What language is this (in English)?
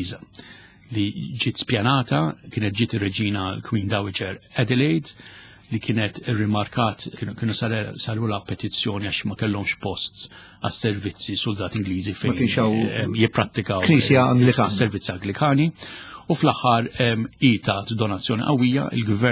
Maltese